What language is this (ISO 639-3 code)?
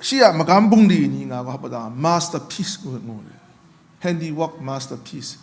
kac